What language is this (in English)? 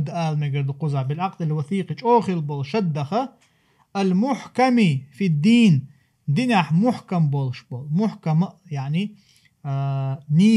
Chechen